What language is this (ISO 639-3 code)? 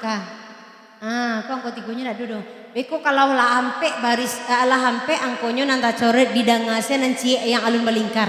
min